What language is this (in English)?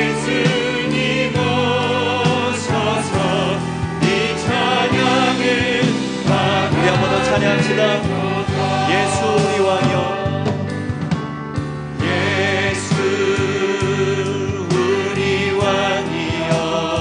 Korean